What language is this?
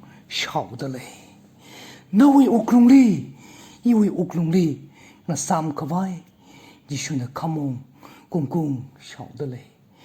Tangkhul Naga (India)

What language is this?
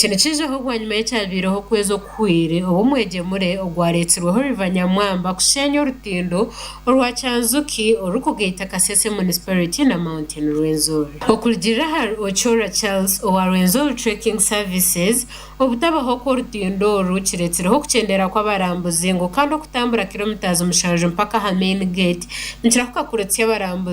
Nyankole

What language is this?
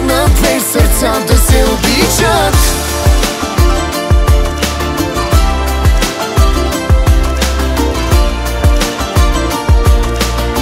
Bulgarian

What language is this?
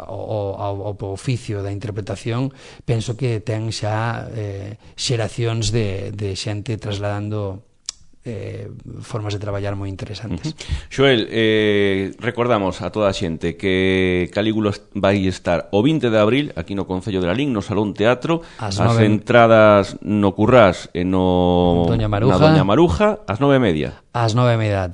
Galician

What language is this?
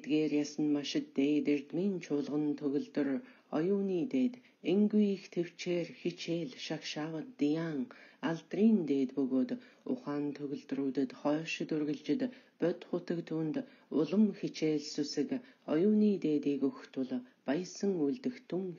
Mongolian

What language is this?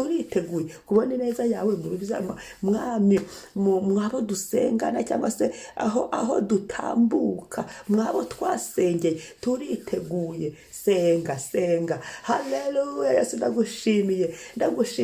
Kinyarwanda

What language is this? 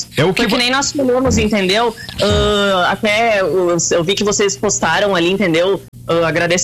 Portuguese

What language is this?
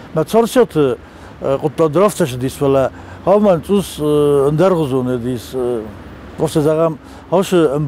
Ossetic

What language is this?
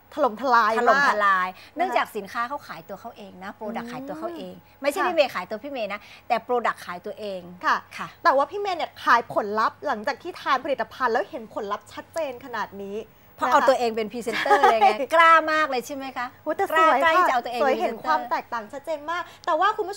Thai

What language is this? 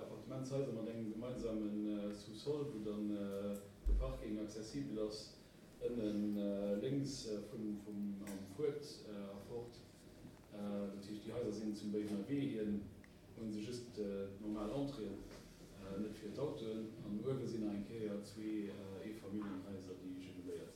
Luxembourgish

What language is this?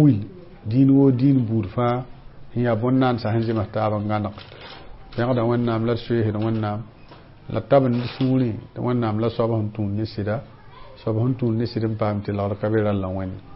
Mossi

